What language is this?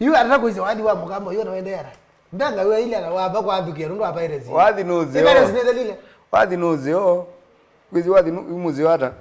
Kamba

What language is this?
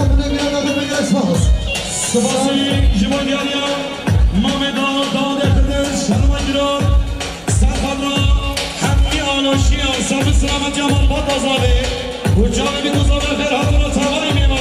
Kurdish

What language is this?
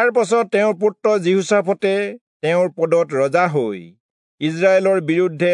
Assamese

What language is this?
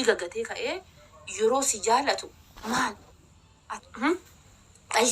Oromo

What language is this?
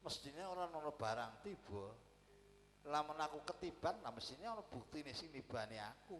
Javanese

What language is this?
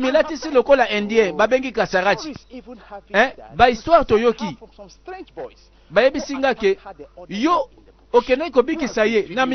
Lingala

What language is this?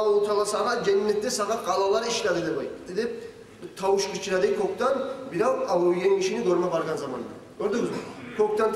Kumyk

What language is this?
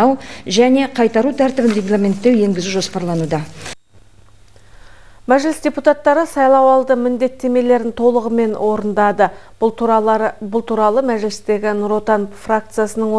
Kazakh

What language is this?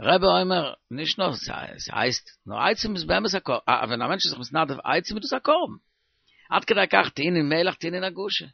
Yiddish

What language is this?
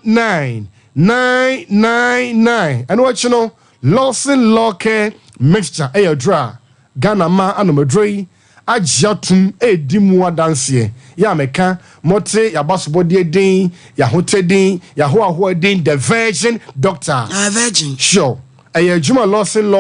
Akan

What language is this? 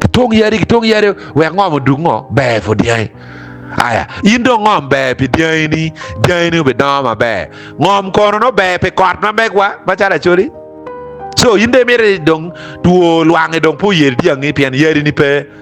Acoli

